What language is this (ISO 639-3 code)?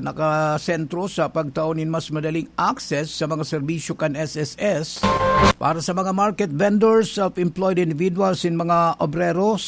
bik